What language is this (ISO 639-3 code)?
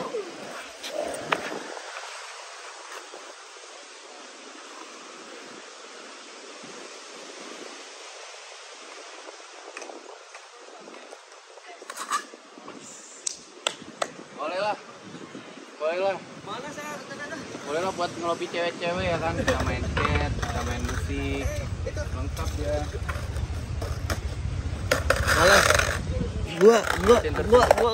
ind